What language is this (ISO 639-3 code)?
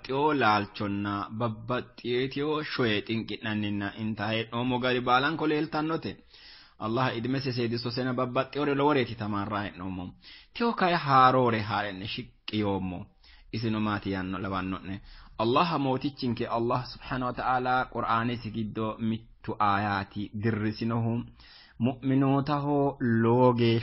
sid